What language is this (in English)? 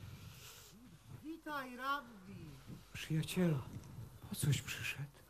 Polish